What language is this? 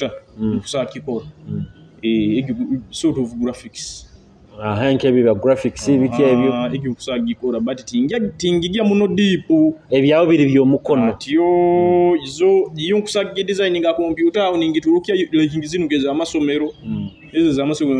Nyoro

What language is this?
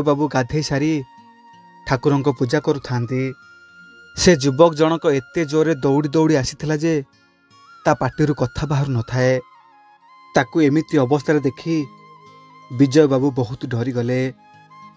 Odia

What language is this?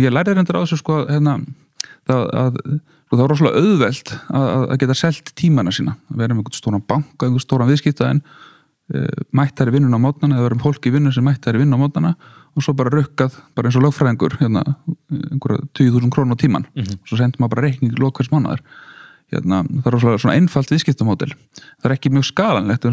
Icelandic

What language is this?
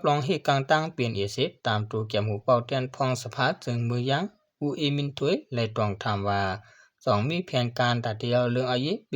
Shan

